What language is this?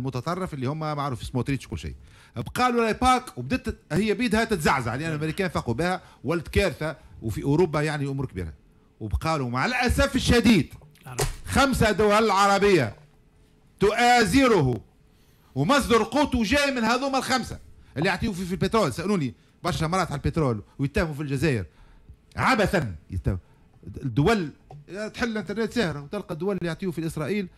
Tunisian Arabic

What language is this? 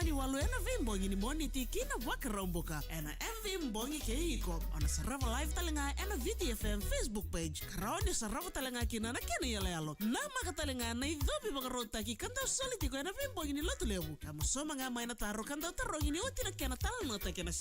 Fijian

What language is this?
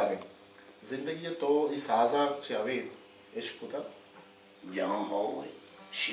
Baluchi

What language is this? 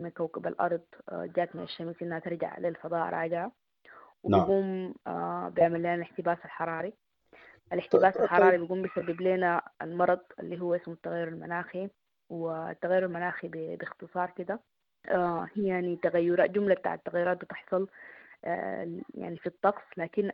Sudanese Arabic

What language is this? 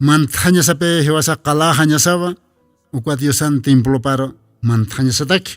Aymara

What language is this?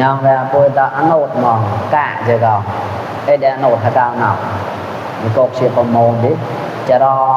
Mon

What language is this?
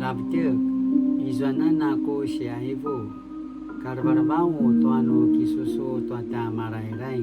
Paiwan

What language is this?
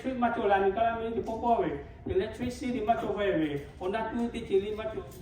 Lahu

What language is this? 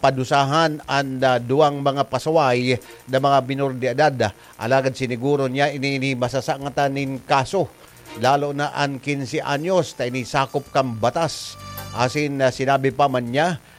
Bikol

